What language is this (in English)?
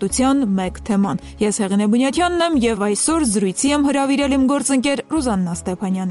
Armenian